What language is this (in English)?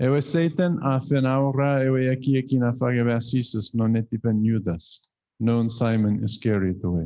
Chuukese